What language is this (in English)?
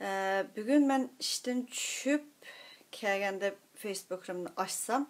Uyghur